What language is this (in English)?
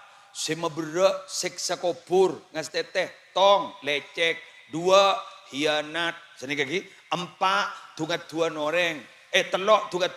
Madurese